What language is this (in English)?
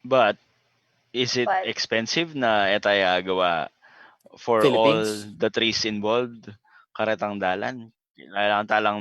Pampanga